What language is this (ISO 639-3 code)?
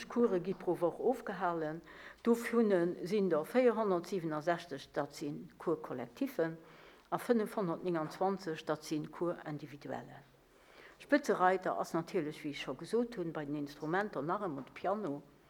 ltz